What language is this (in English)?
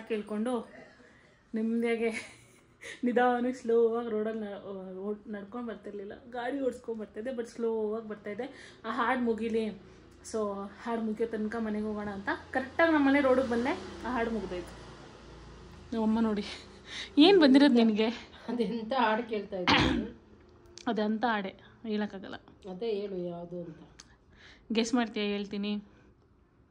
Kannada